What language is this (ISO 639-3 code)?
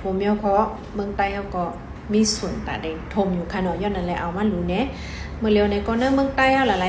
shn